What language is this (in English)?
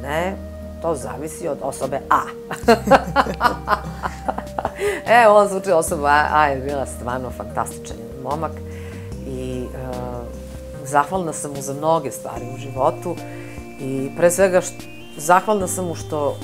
Serbian